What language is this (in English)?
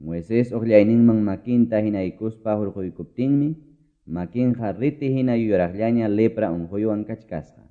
Quechua